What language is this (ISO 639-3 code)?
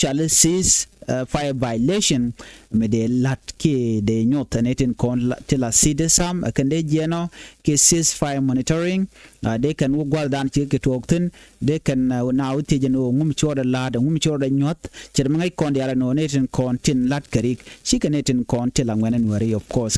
nus